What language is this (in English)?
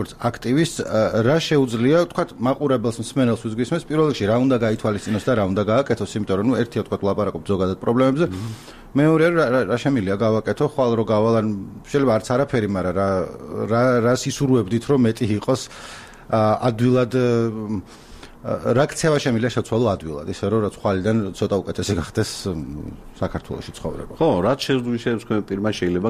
Georgian